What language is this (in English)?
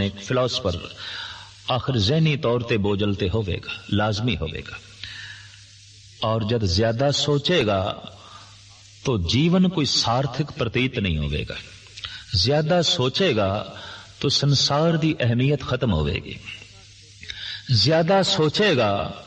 Punjabi